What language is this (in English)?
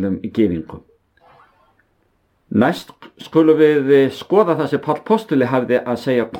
Icelandic